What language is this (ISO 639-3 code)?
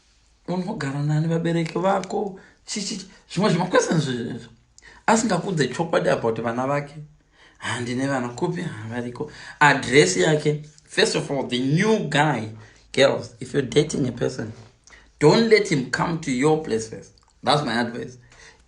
sna